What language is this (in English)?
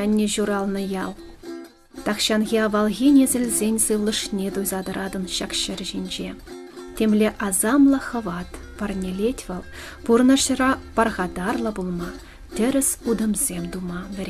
Chuvash